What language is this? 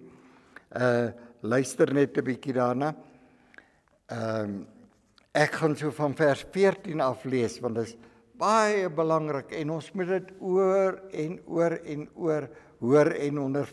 Afrikaans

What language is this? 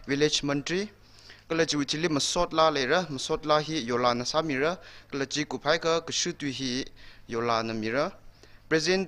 Tangkhul Naga (India)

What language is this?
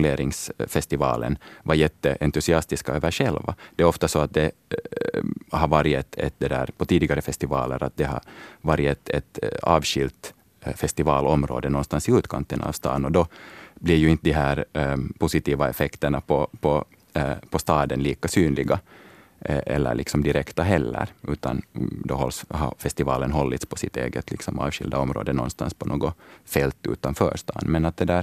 Swedish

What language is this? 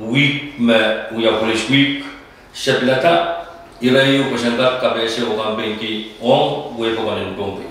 Pohnpeian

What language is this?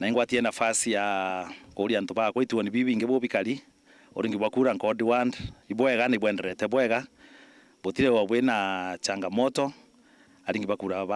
Meru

